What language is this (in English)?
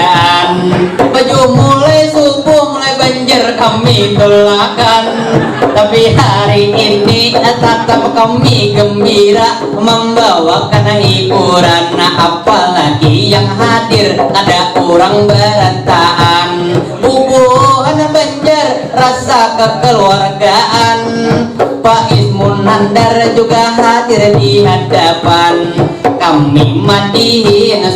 Banjar